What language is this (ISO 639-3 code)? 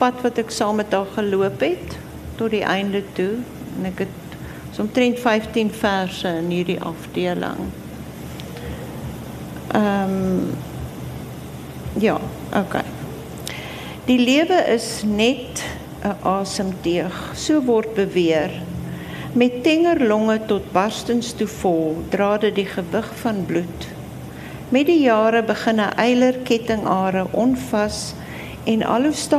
afr